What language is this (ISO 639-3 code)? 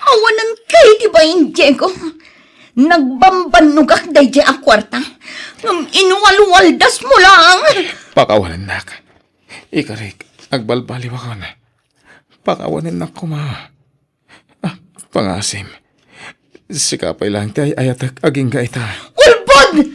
ilo